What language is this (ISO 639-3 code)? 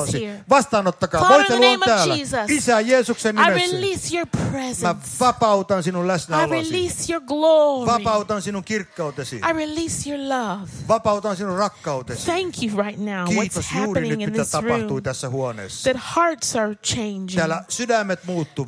fin